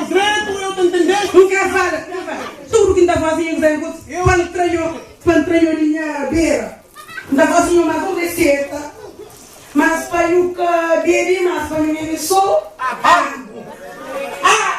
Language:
Kabuverdianu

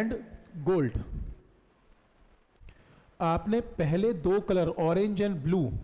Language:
Hindi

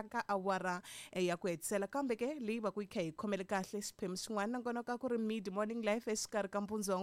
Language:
Tsonga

